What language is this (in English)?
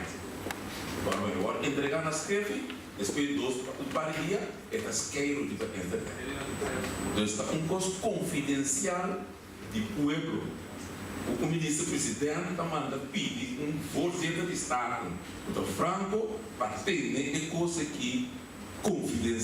Papiamento